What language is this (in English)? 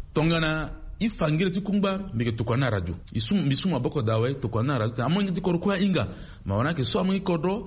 Sango